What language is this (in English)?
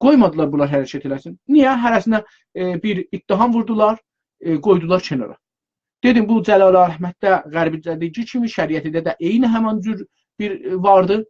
South Azerbaijani